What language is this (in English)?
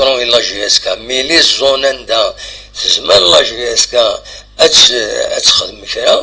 Kabyle